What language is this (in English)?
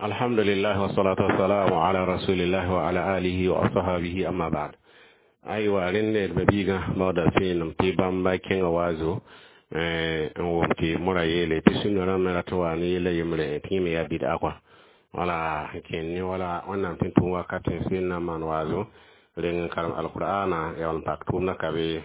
Mossi